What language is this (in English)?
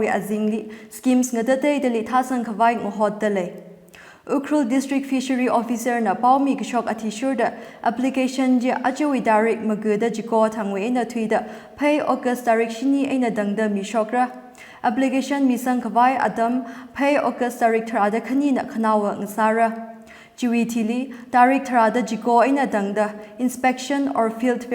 Tangkhul Naga (India)